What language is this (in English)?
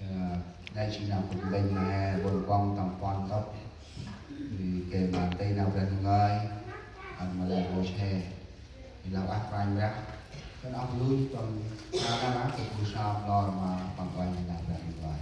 Central Mnong